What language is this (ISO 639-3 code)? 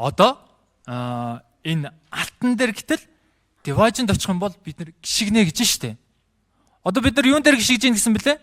mon